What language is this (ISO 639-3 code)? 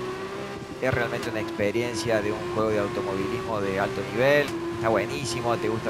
spa